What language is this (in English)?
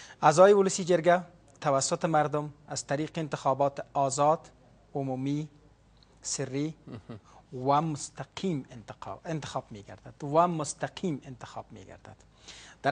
Persian